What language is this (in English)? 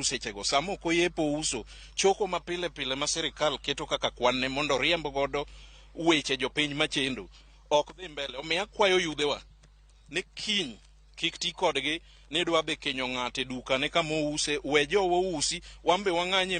Luo (Kenya and Tanzania)